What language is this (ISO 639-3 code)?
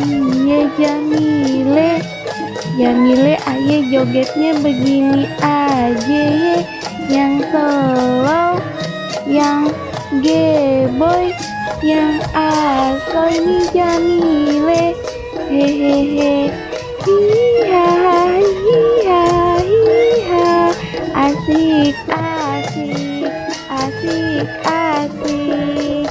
bew